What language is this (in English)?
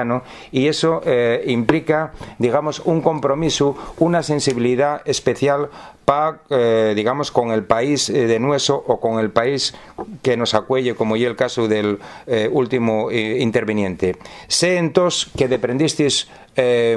Asturian